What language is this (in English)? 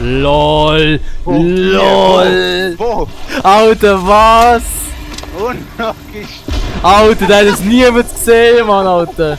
Swiss German